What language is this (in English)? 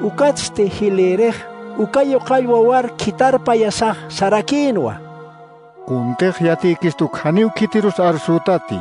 Aymara